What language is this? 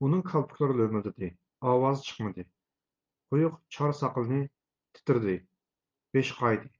Uyghur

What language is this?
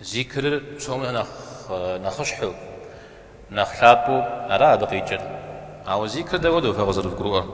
Kabardian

